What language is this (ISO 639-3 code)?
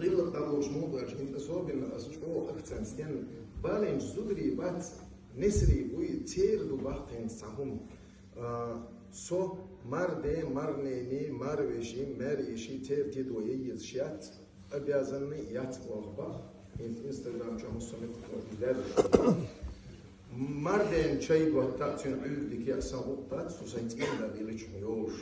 che